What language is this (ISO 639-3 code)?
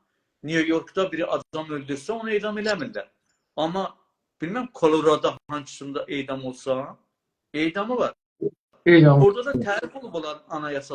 azb